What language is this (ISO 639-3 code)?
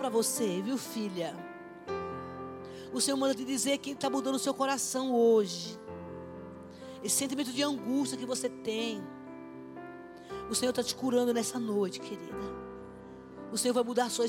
por